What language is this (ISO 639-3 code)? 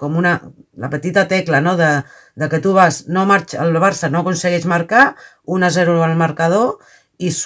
cat